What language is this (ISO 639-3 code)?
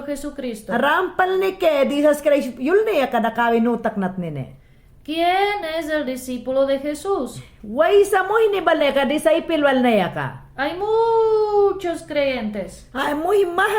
yan